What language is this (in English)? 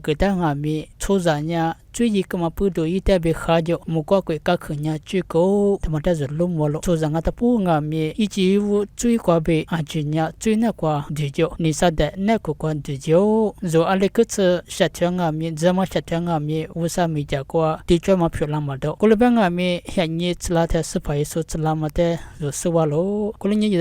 Lisu